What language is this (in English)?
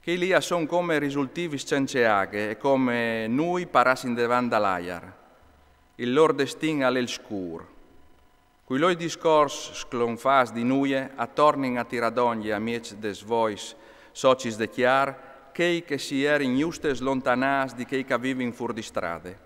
Friulian